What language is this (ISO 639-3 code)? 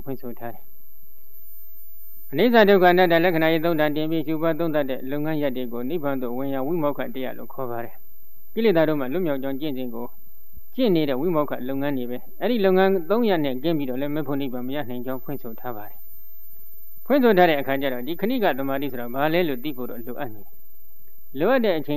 mya